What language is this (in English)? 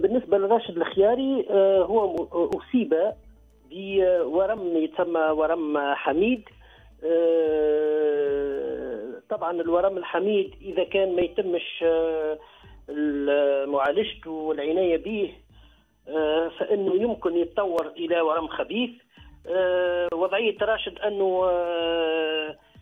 Tunisian Arabic